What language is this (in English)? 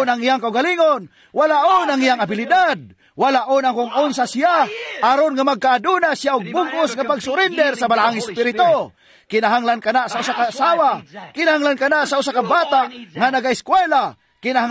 Cebuano